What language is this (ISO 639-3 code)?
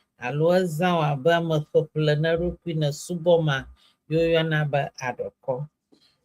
ewe